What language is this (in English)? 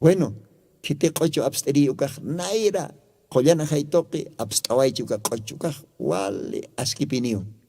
Aymara